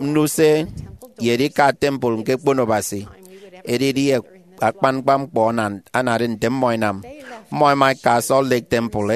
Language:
Efik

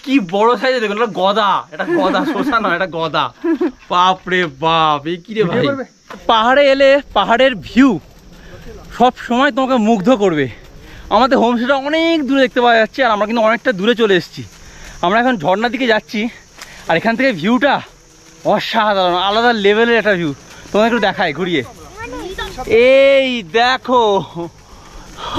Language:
Bangla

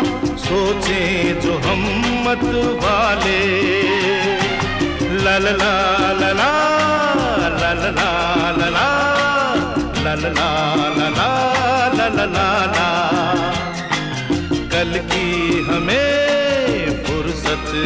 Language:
Hindi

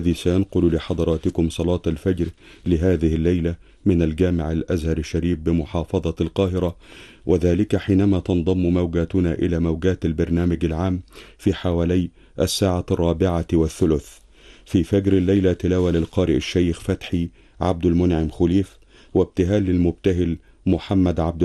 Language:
Arabic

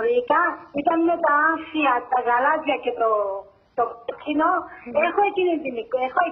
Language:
Greek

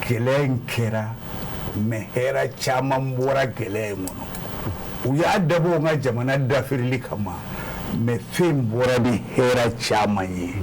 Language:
Bambara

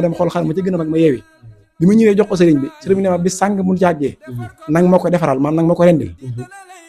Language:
Wolof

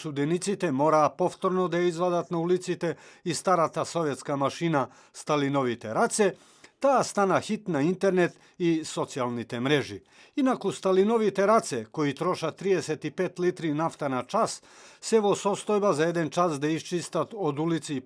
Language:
Macedonian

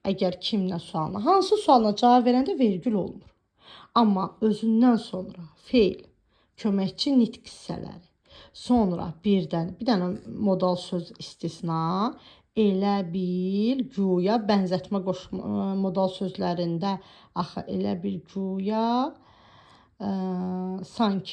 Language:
Azerbaijani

